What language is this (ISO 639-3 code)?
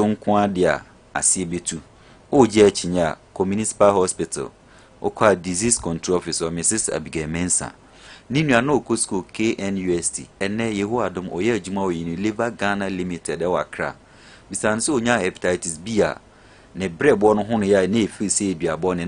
aka